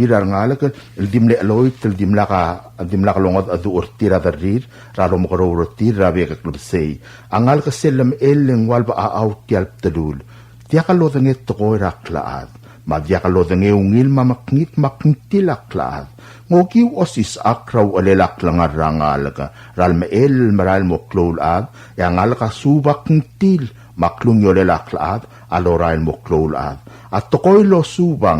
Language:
Palauan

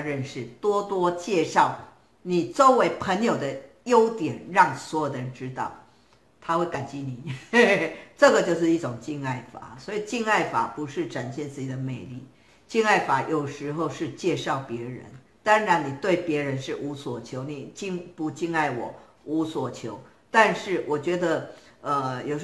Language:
Chinese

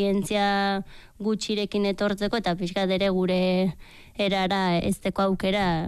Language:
Basque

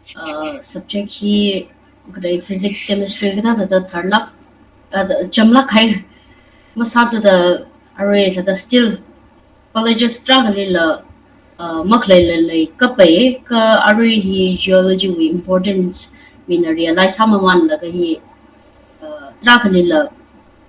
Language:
Tangkhul Naga (India)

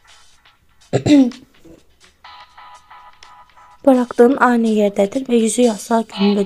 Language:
Turkish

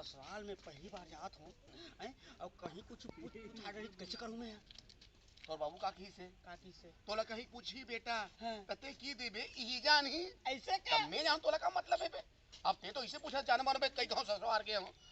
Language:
Chhattisgarhi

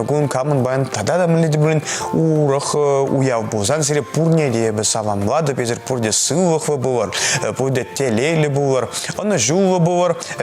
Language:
Chuvash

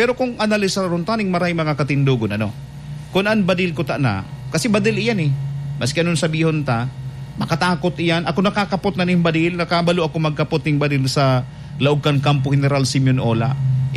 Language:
Bikol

